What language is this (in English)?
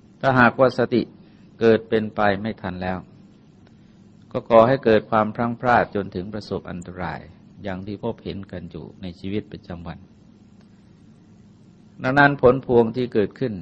Thai